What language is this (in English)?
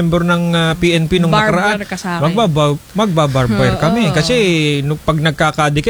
Filipino